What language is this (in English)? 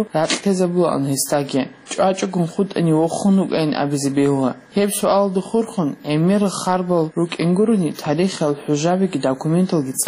Avaric